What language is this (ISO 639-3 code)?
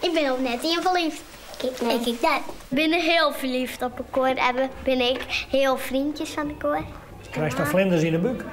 fry